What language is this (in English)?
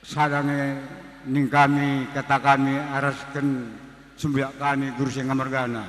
Batak Karo